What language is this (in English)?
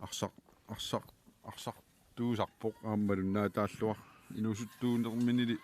Kalaallisut